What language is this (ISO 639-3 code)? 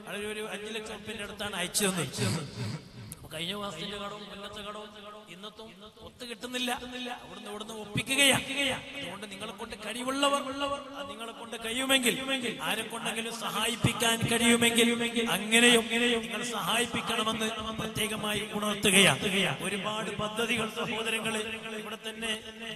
mal